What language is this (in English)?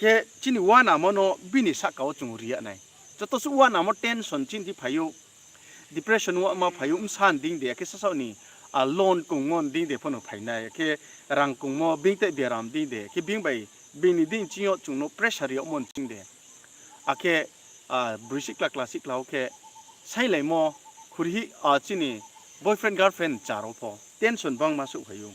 Riang (India)